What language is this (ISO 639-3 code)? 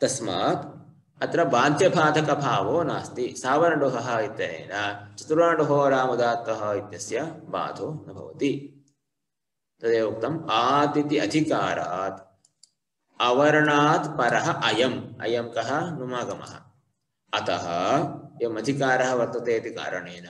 san